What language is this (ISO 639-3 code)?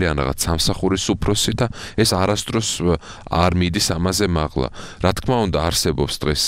kat